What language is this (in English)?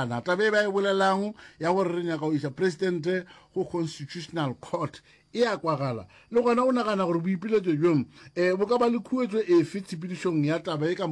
Northern Sotho